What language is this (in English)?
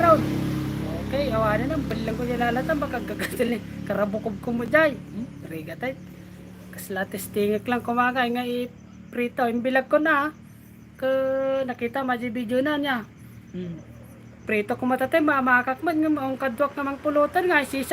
Iloko